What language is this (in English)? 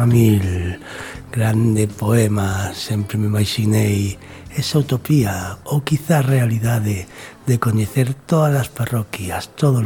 Galician